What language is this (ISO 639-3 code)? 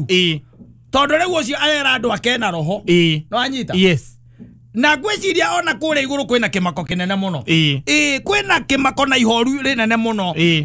kik